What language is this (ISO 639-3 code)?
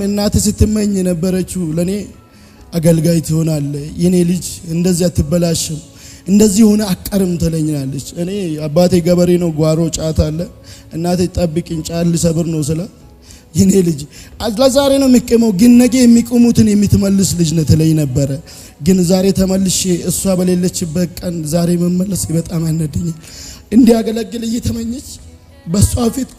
amh